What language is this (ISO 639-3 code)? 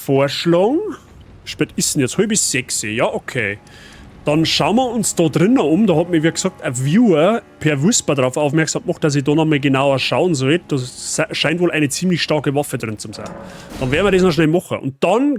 bar